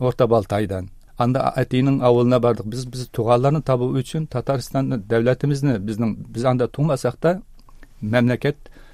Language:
Tatar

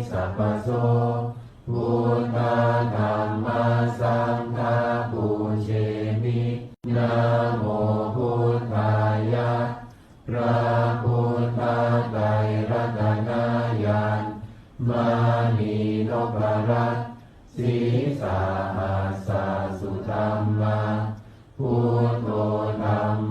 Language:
Pali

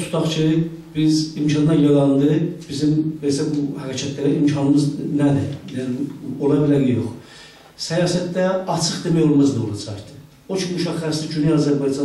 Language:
South Azerbaijani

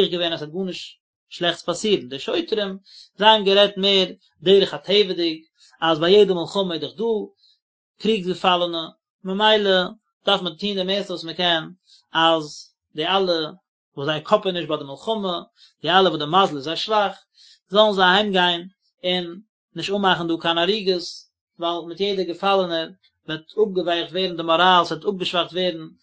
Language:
Yiddish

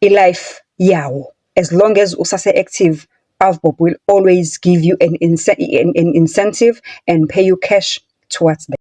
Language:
Zulu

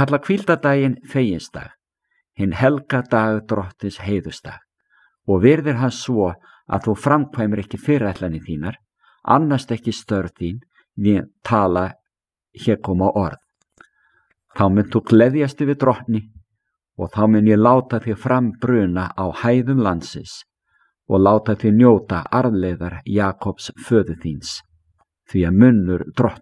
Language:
Icelandic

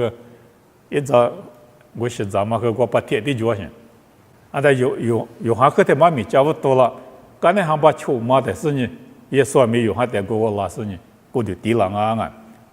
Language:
Lisu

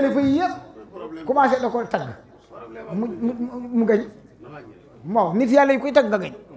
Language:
Wolof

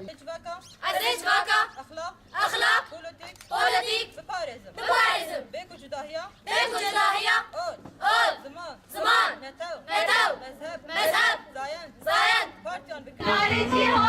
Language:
Kurdish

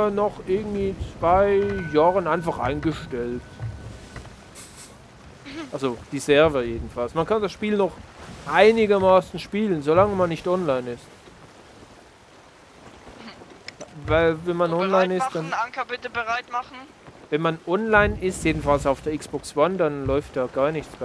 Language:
German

